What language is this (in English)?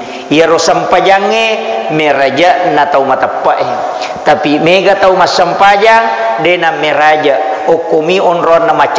Buginese